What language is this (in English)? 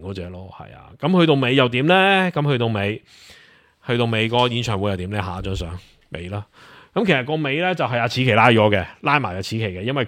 Cantonese